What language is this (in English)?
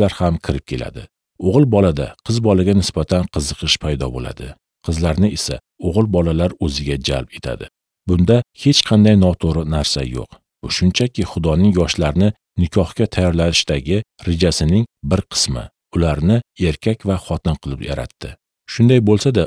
Uzbek